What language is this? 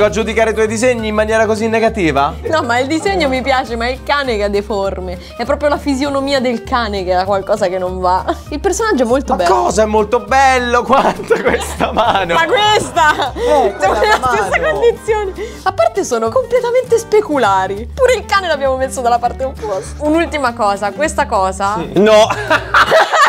Italian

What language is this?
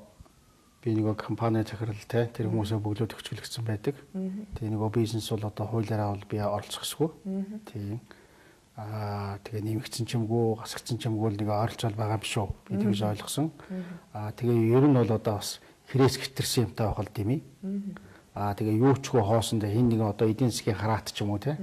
Mongolian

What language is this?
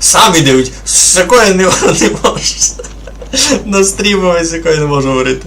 Rusyn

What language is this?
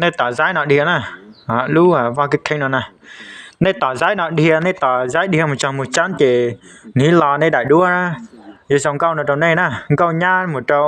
Hmong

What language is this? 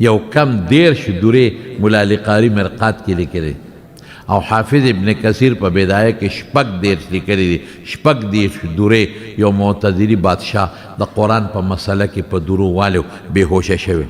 Pashto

